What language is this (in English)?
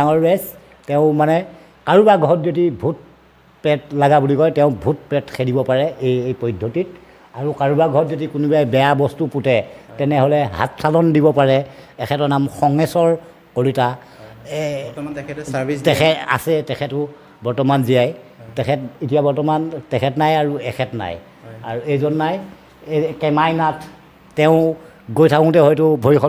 Assamese